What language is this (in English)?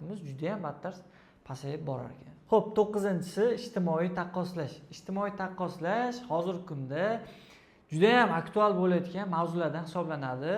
Uzbek